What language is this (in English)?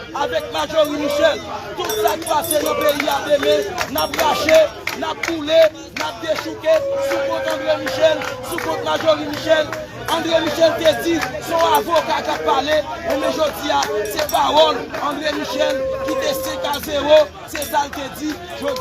Haitian Creole